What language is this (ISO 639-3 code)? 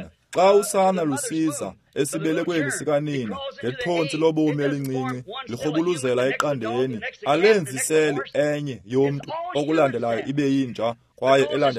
xho